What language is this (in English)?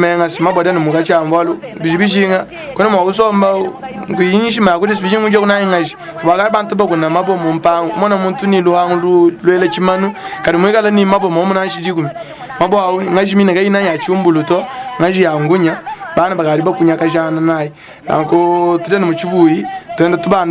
Luba-Lulua